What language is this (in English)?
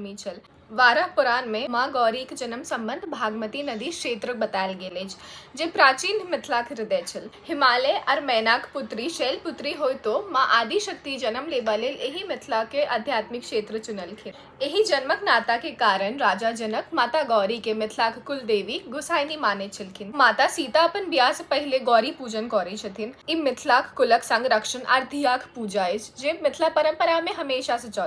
Maithili